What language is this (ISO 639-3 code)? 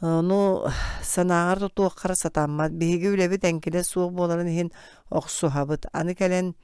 sah